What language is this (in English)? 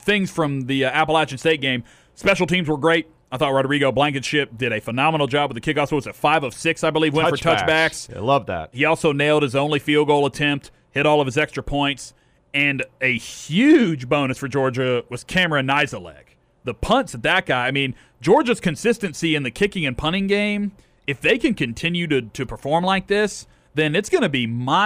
English